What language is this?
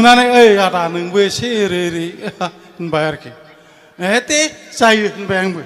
Bodo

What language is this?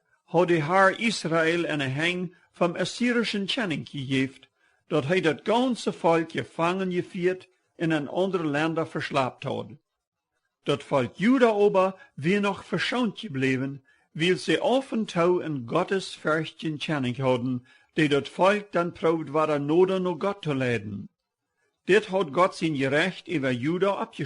Plautdietsch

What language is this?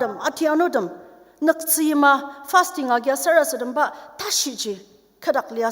Ao Naga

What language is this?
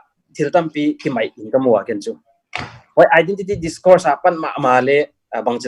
Tedim Chin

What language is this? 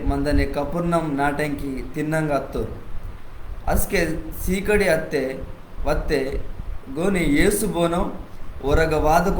Koya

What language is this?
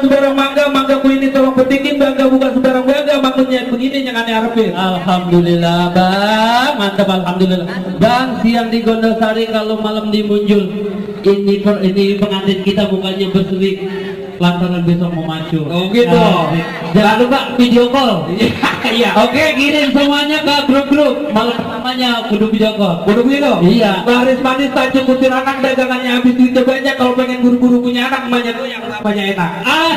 Betawi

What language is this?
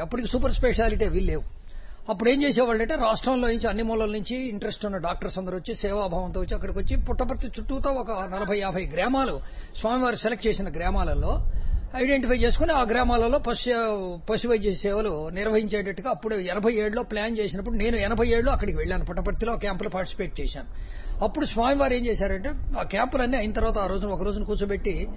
Telugu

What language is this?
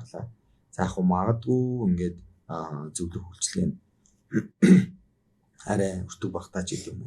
Mongolian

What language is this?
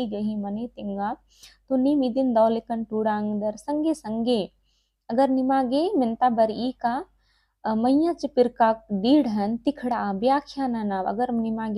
Kurukh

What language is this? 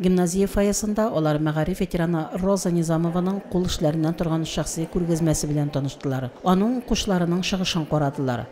Tatar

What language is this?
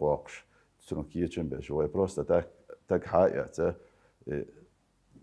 Chechen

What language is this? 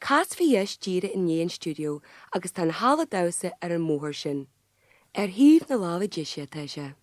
Irish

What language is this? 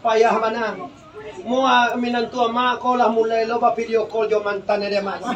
Minangkabau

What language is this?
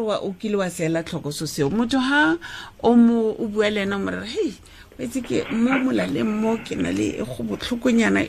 Tswana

